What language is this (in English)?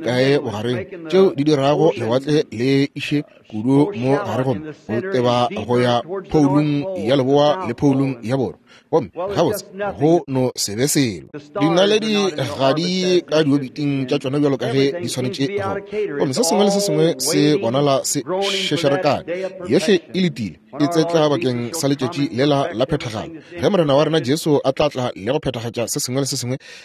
Northern Sotho